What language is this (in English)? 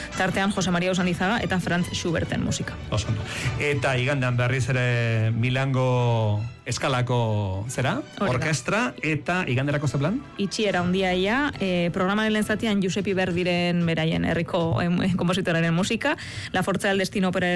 Basque